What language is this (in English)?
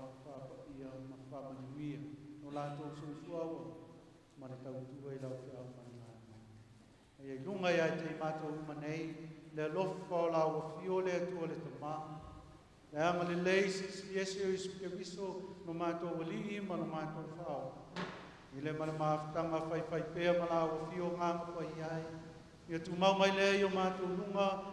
Samoan